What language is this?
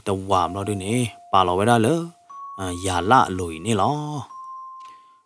S'gaw Karen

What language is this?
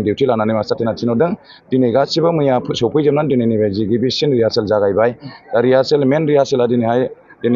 Bodo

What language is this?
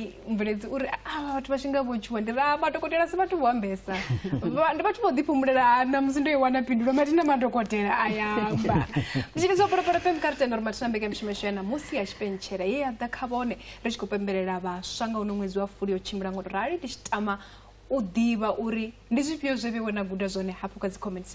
Venda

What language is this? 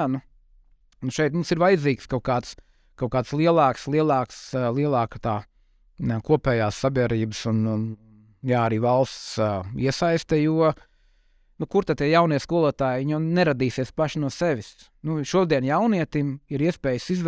Latvian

